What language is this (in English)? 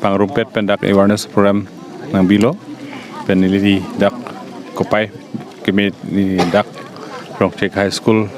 Karbi